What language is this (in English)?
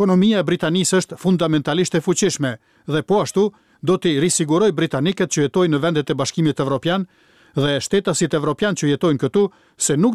Albanian